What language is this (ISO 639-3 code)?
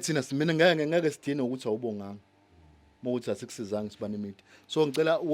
zul